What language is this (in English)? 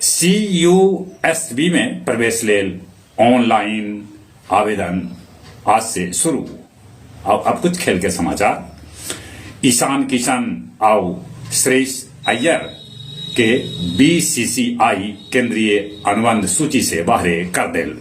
Magahi